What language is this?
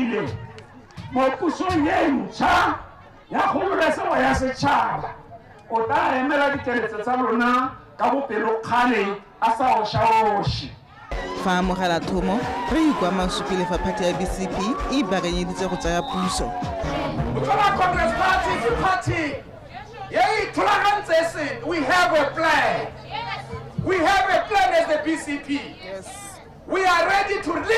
Tswana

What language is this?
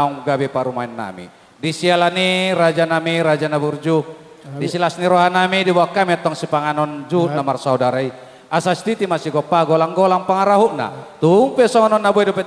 Batak Toba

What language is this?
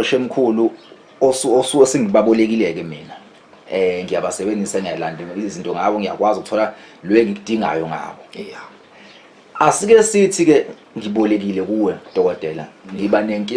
Zulu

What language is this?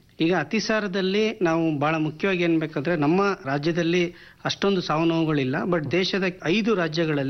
Kannada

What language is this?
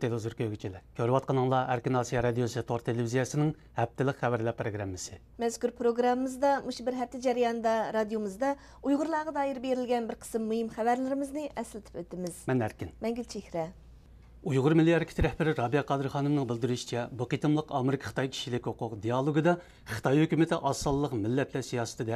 Uyghur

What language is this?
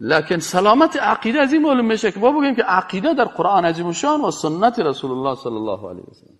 Persian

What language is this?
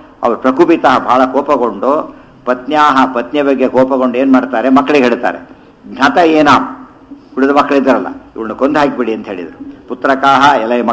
Kannada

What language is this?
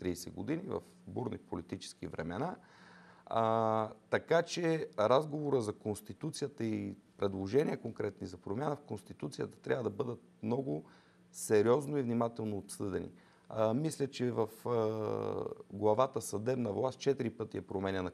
Bulgarian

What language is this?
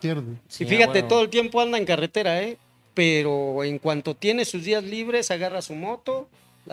Spanish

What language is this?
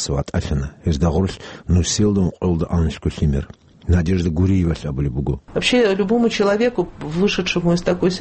Avaric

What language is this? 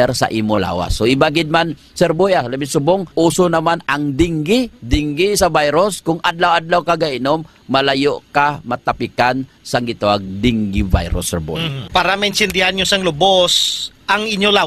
Hiligaynon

